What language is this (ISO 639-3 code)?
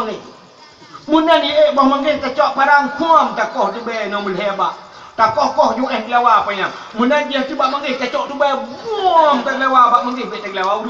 ace